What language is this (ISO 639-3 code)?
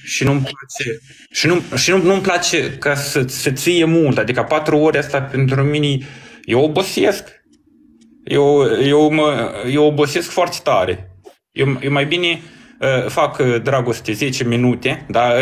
ron